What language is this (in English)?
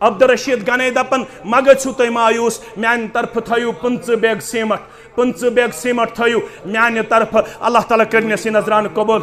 Kashmiri